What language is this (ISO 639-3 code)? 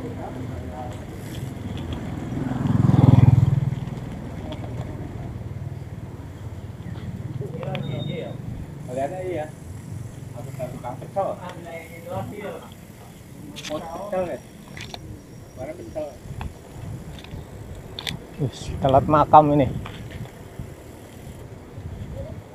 ind